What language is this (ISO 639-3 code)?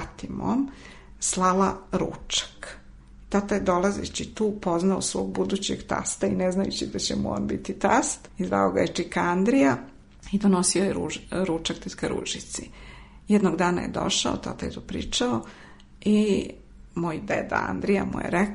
srp